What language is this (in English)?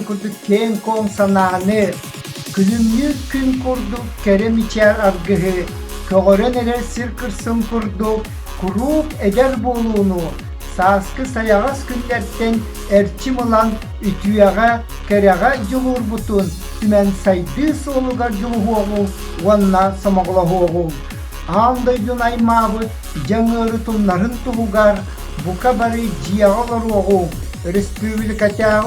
Yakut